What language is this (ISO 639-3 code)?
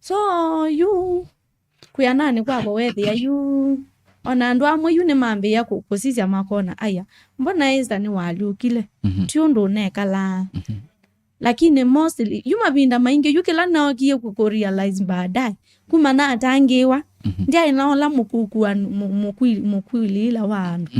kam